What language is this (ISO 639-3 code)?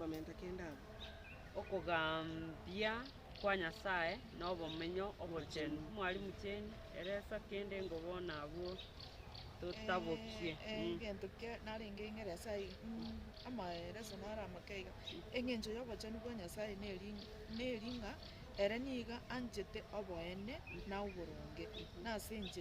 guz